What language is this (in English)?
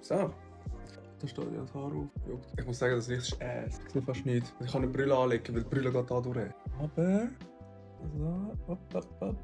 Swiss German